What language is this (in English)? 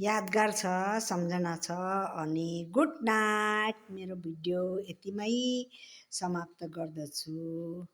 Nepali